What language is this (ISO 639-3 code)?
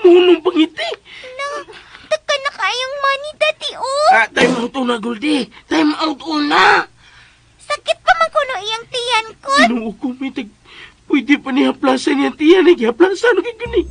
ceb